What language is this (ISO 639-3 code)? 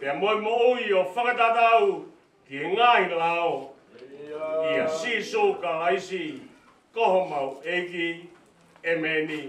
ton